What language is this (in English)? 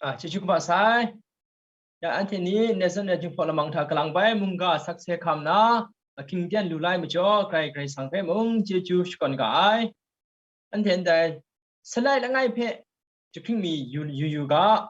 Kachin